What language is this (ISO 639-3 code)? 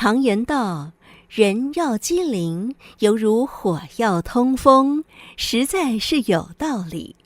hak